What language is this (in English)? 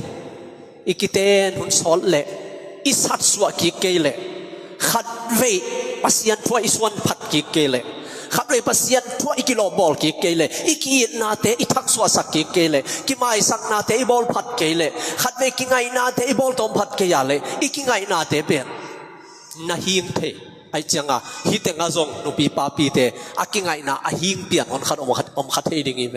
Tedim Chin